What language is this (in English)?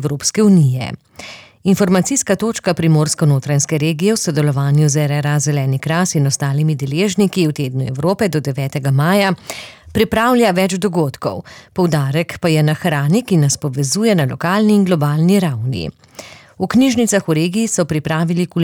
Slovenian